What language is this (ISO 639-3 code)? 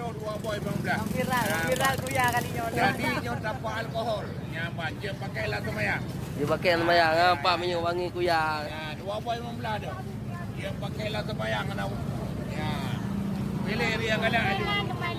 ace